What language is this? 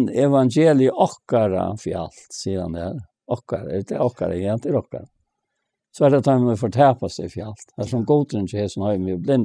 Faroese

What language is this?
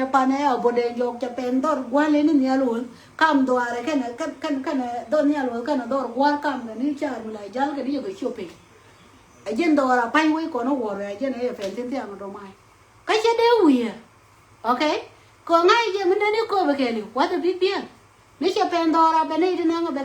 Nuer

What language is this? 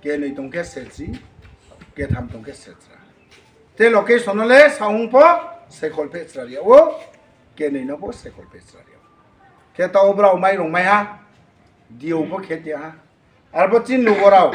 Riang (India)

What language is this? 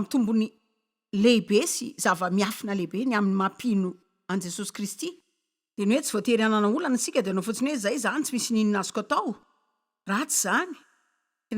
Malagasy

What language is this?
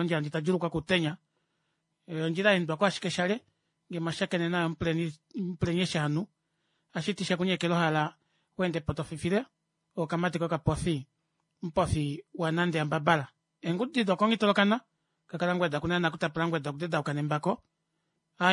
Kuanyama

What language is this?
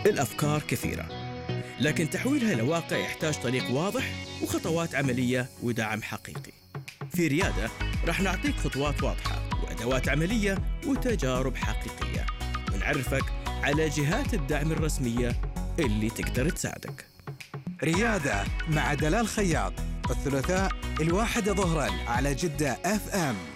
Arabic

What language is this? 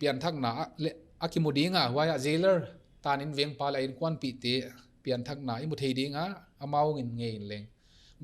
Paite Chin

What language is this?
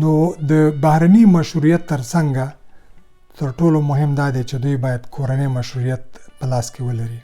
Pashto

